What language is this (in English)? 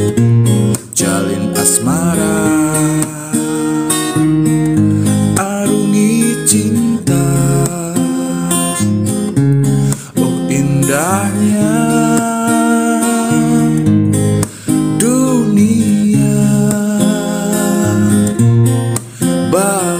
Indonesian